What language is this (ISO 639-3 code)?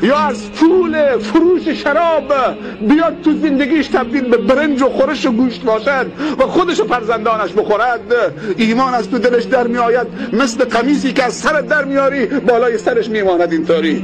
tgk